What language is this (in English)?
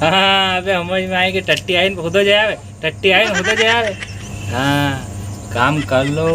Rajasthani